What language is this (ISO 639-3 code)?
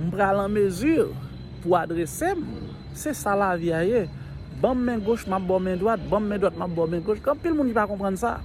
hat